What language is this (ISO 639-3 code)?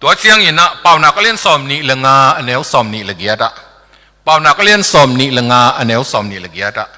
ctd